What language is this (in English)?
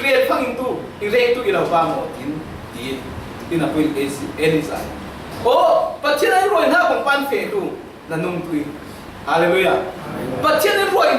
Falam Chin